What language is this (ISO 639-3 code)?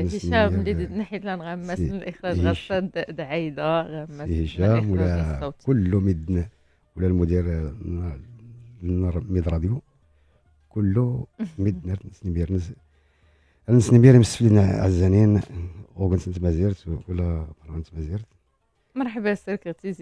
ary